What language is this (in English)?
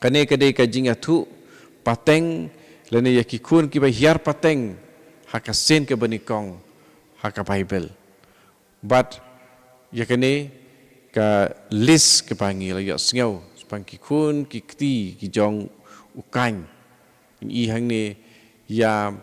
Khasi